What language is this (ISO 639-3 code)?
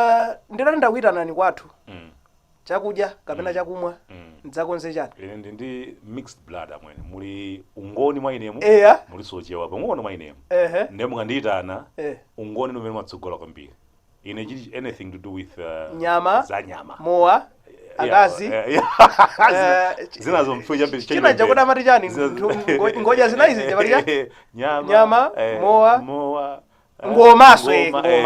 nya